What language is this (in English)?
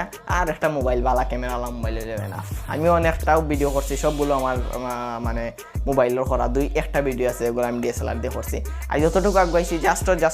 Sylheti